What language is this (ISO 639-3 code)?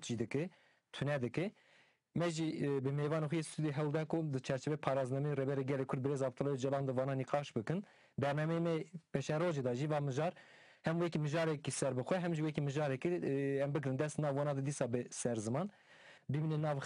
kur